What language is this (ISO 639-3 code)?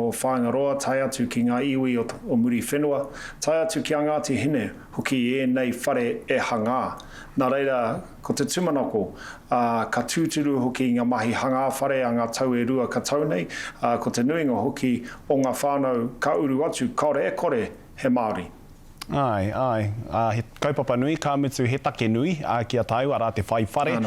mri